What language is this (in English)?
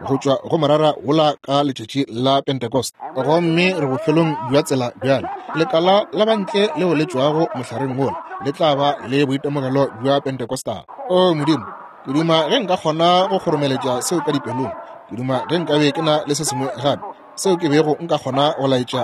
Northern Sotho